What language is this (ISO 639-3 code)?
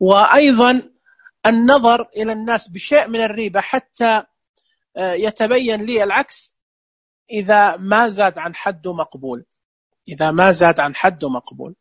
ars